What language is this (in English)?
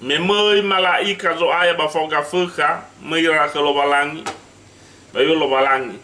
Nias